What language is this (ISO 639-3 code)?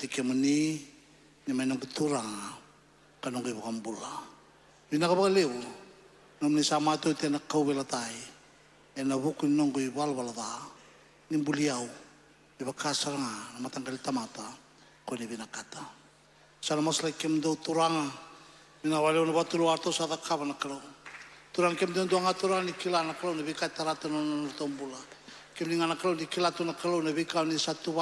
fij